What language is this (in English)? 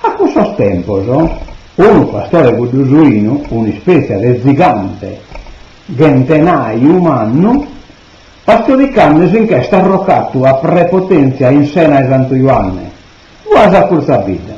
Sardinian